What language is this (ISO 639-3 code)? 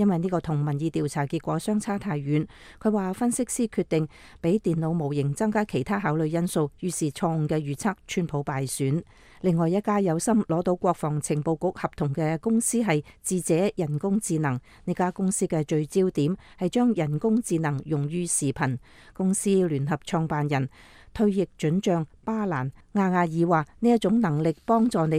yue